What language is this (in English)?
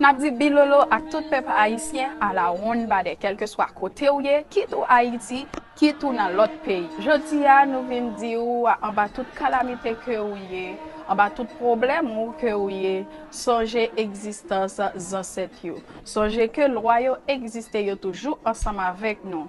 Haitian Creole